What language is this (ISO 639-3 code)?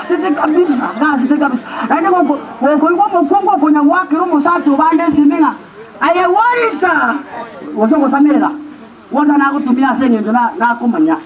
guz